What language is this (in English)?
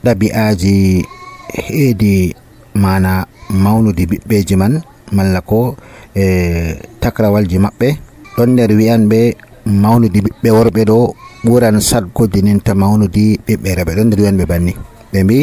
Nigerian Fulfulde